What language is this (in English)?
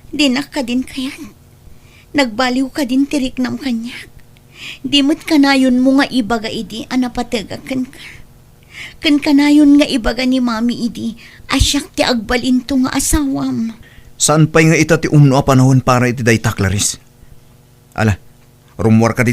Iloko